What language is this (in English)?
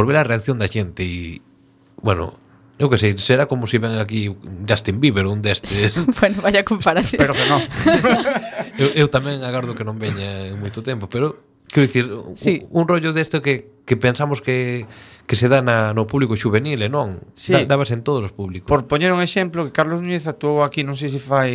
Galician